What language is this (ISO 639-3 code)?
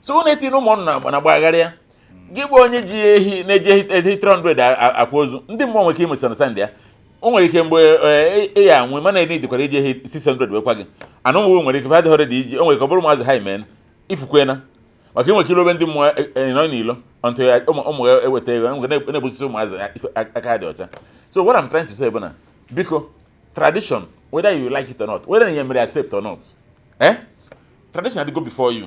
ibo